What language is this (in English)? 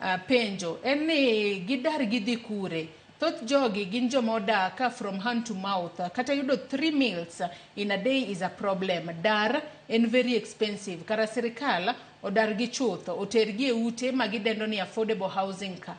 Luo (Kenya and Tanzania)